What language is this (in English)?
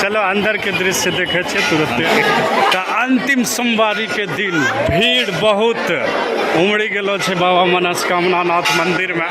Angika